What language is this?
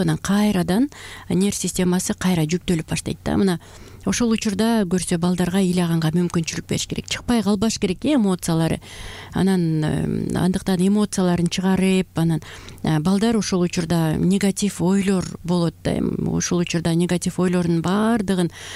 Kyrgyz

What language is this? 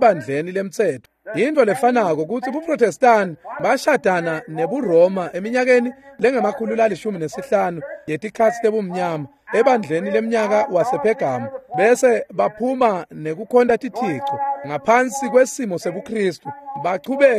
Swati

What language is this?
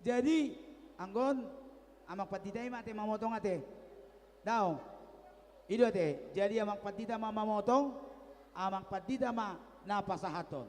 Batak Toba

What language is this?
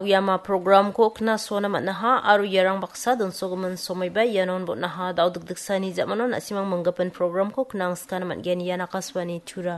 Garo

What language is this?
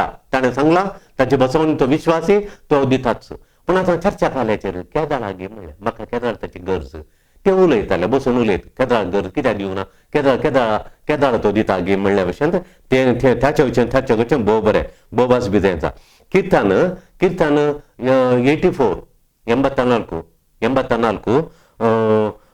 Konkani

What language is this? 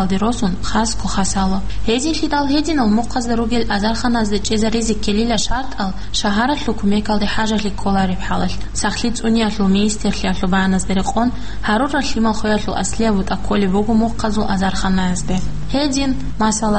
Avaric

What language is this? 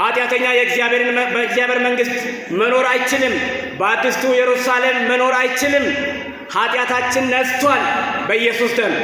Amharic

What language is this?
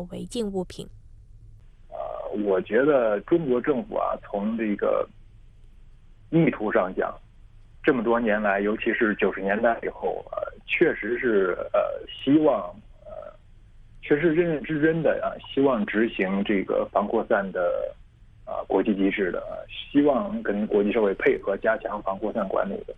Chinese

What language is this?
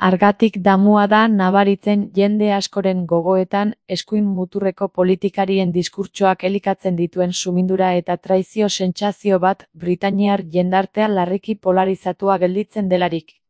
Basque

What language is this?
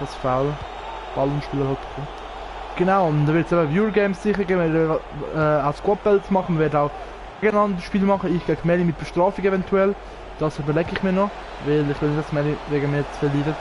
Swiss German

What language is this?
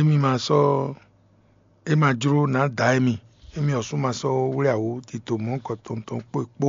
Fon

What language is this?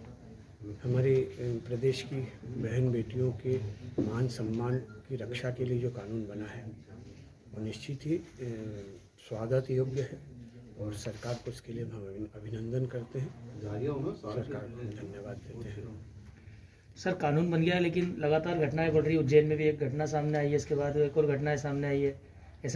Hindi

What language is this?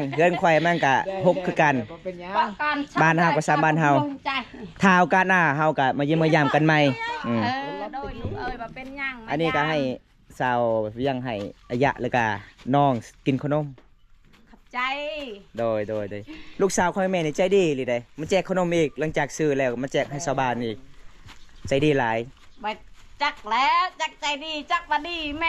Lao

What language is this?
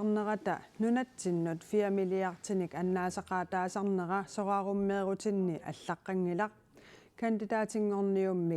Kalaallisut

